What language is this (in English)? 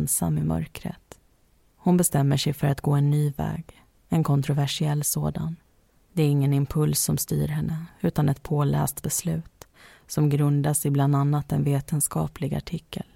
Swedish